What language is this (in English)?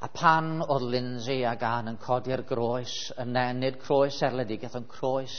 Welsh